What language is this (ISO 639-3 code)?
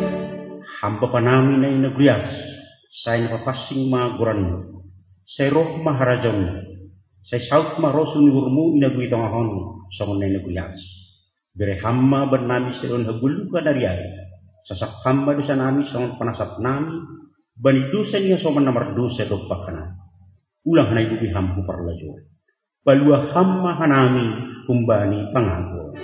bts